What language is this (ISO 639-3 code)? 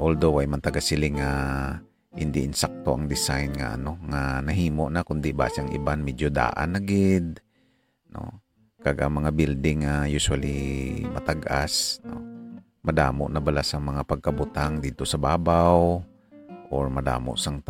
hil